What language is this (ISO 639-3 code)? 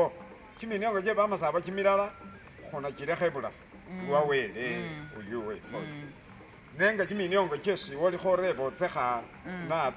myx